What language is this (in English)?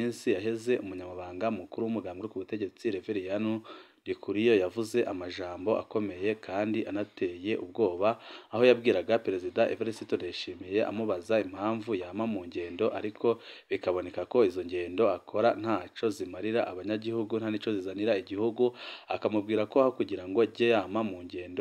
Rundi